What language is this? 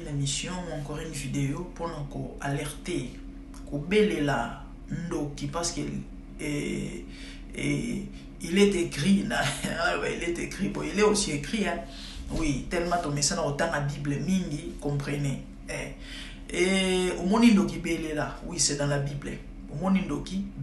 Lingala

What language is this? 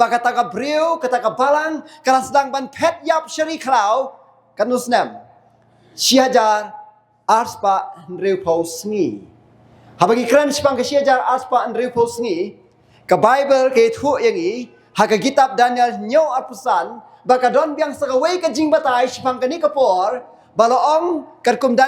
Khasi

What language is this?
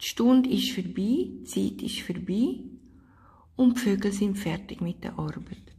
Swiss German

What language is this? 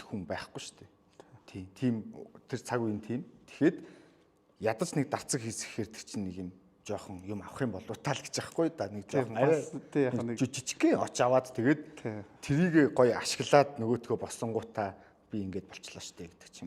Mongolian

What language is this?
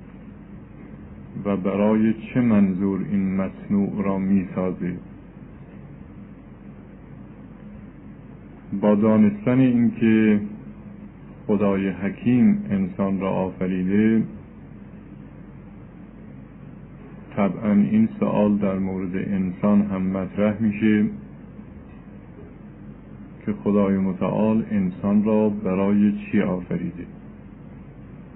Persian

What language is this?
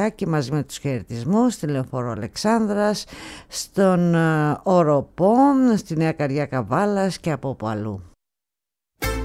Greek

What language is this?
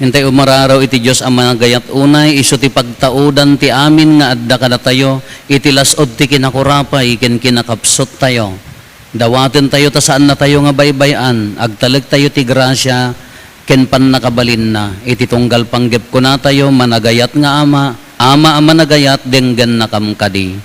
Iloko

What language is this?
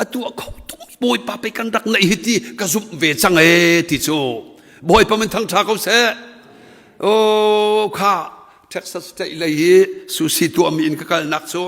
Hakha Chin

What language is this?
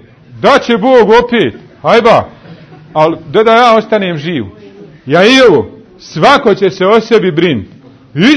Bosnian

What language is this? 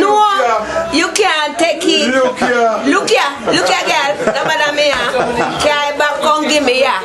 Jamaican Creole English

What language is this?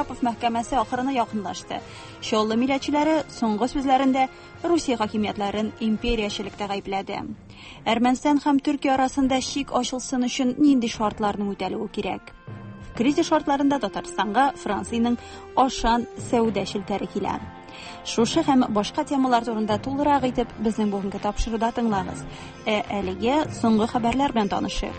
Tatar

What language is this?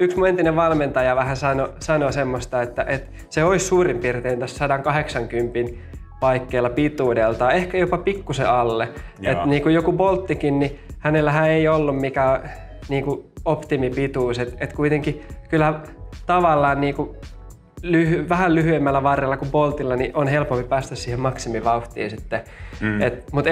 Finnish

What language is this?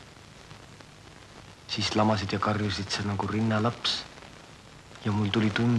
Estonian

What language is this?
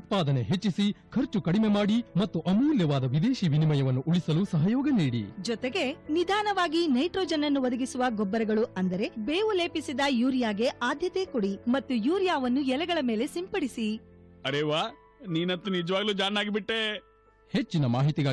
Kannada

